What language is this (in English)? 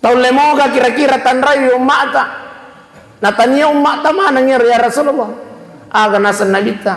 Buginese